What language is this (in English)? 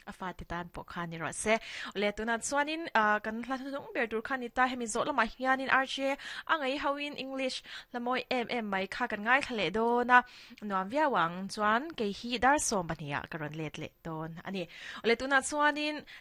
Mizo